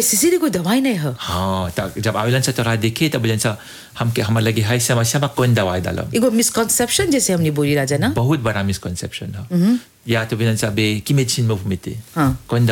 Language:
Bhojpuri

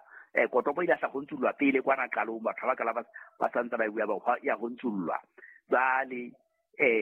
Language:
Southern Sotho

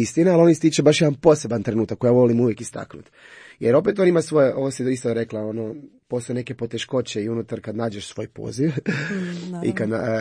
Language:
Croatian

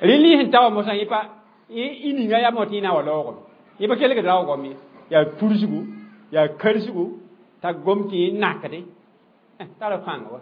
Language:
Mossi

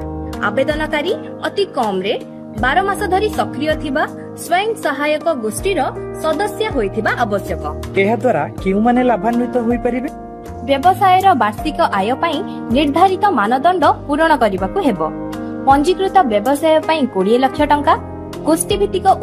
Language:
Odia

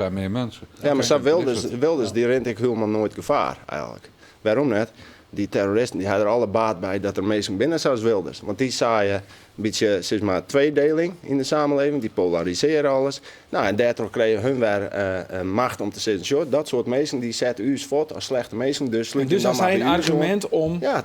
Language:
Western Frisian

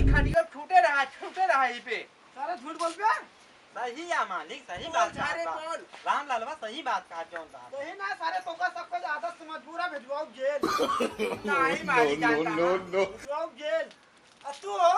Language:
Awadhi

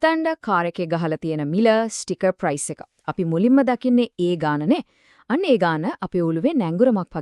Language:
Sinhala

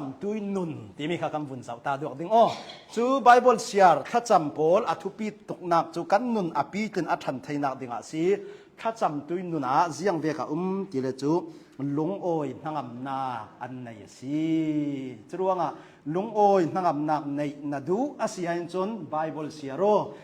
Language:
Hakha Chin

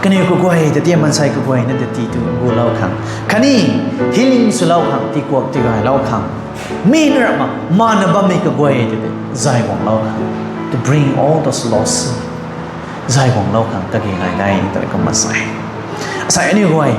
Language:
Rongmei Naga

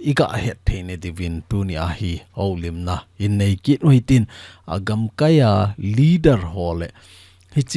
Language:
Thado Chin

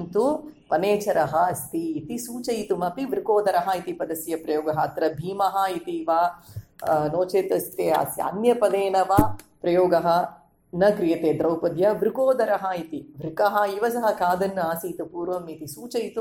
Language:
Sanskrit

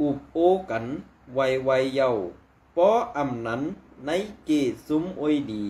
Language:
Shan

